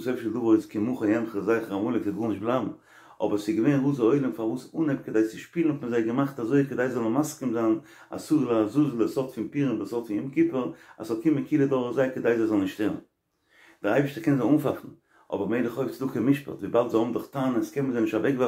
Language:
Yiddish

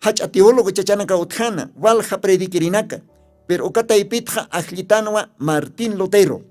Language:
Aymara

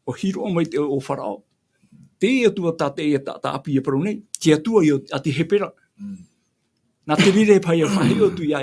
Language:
Tahitian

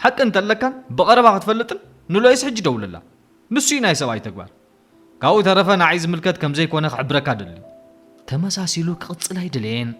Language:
Tigrinya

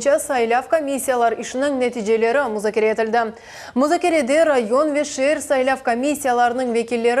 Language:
Crimean Tatar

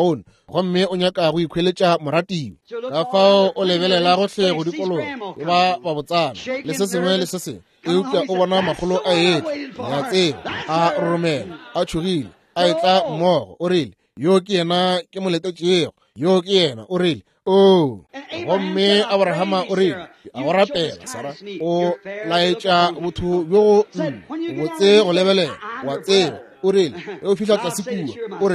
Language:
Northern Sotho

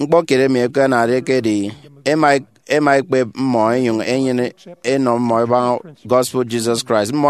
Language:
Efik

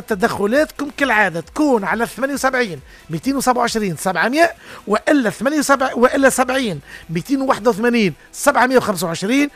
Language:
Tunisian Arabic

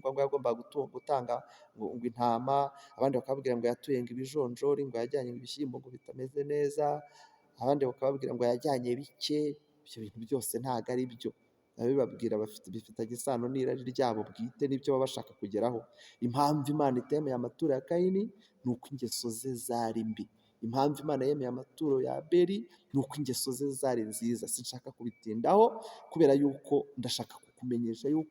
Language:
Kinyarwanda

